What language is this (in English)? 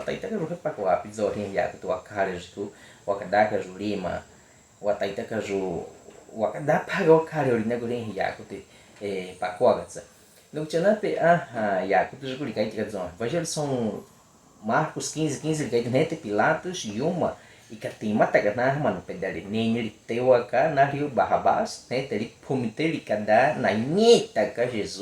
Baniwa